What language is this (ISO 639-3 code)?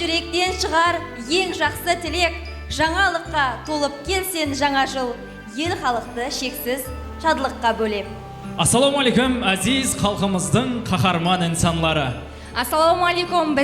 kaa